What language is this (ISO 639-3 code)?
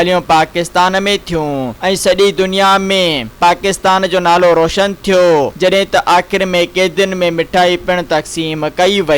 snd